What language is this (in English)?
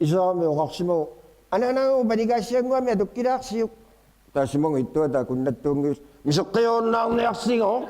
Kalaallisut